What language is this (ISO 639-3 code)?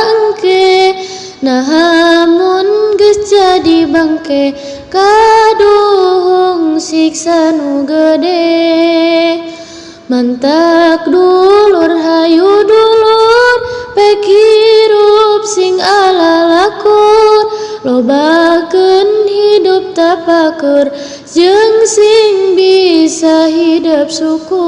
sun